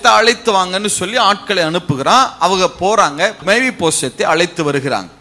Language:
Tamil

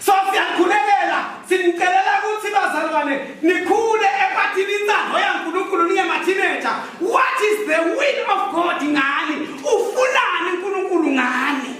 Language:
Zulu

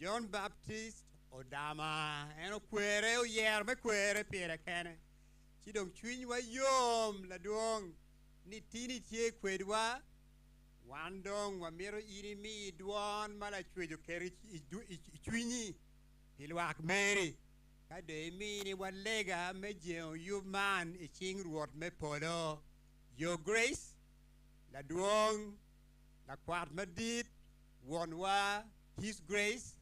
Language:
Acoli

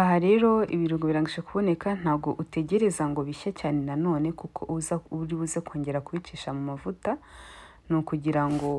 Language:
Kinyarwanda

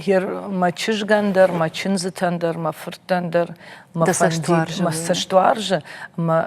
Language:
Ossetic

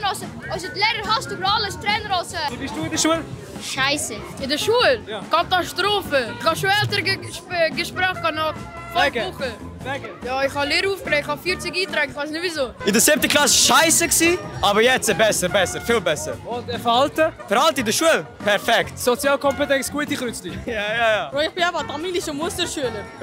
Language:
Swiss German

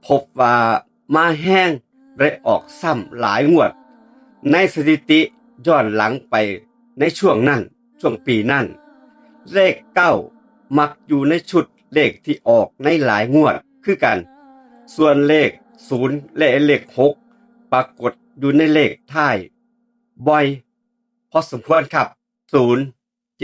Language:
Lao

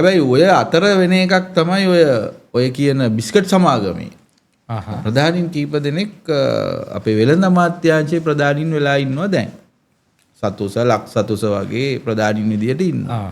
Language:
Sinhala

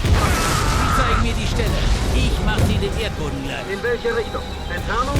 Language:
Bavarian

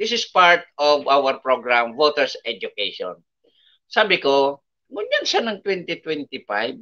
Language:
Bikol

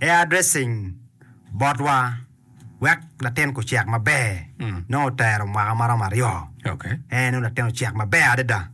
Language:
Acoli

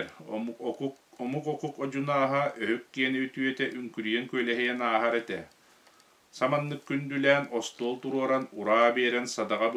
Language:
Yakut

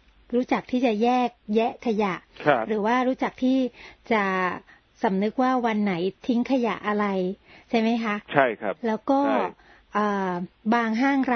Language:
Thai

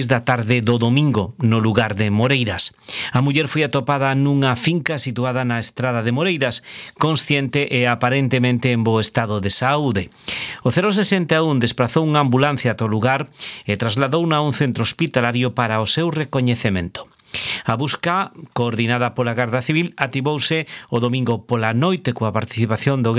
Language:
Galician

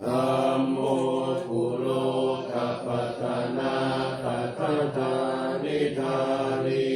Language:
Pali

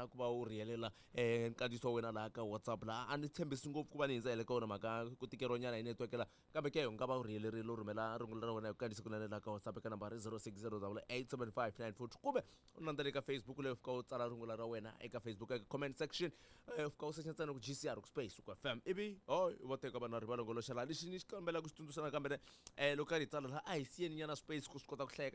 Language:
Tsonga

